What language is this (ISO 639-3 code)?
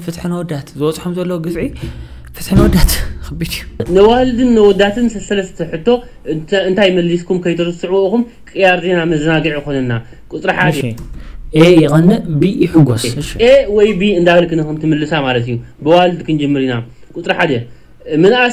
tir